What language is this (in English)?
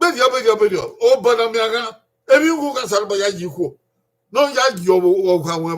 Bini